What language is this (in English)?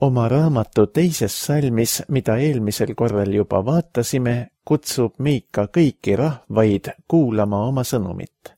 Estonian